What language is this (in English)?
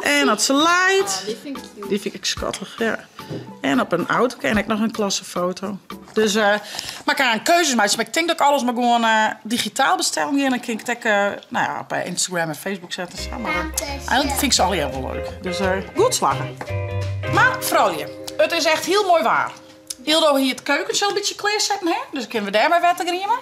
Western Frisian